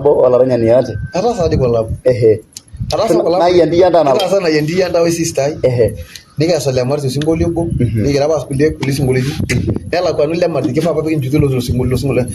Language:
Masai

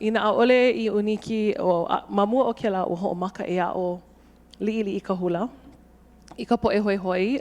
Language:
Hawaiian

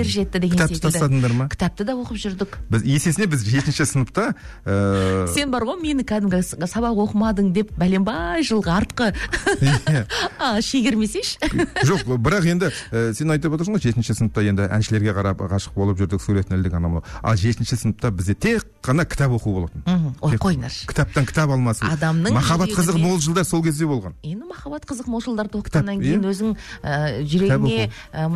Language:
Kazakh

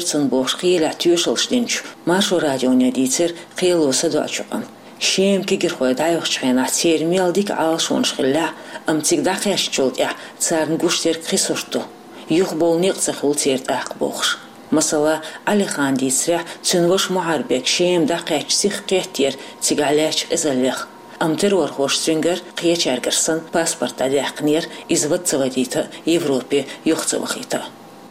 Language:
Chechen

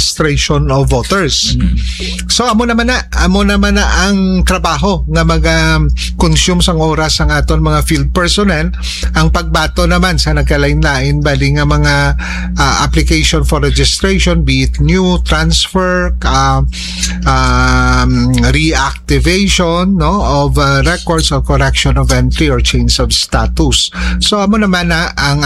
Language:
Hiligaynon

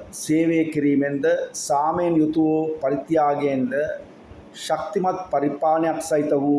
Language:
Sinhala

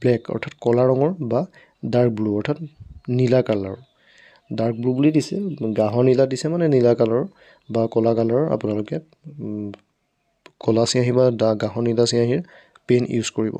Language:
Assamese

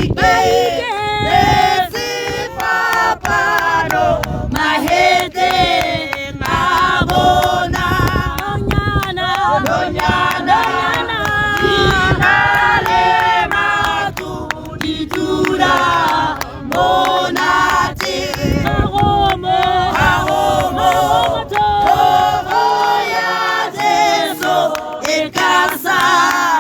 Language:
Tswana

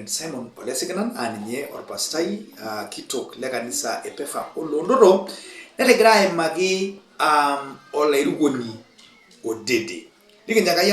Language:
Masai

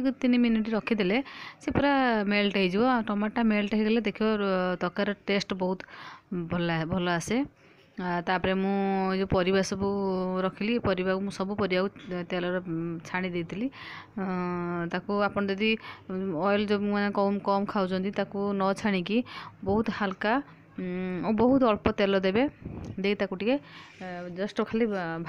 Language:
Odia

